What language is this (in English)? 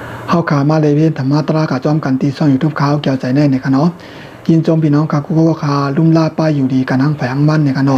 Shan